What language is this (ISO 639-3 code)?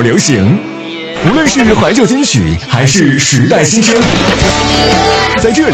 zho